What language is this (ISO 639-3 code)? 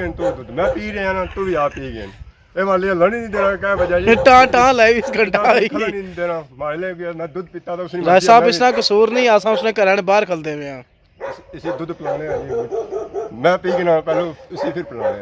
phr